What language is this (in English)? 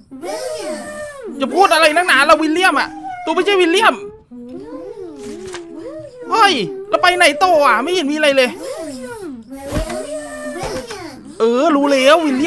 Thai